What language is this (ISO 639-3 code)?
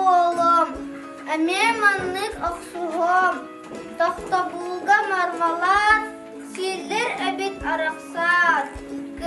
sah